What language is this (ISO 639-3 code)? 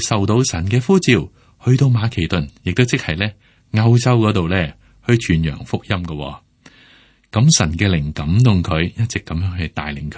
yue